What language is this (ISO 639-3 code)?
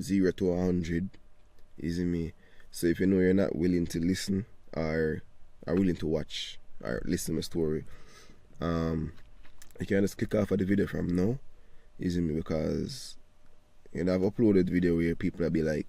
jam